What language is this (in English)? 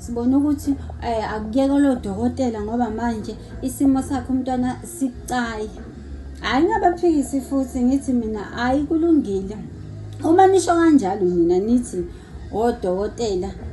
Zulu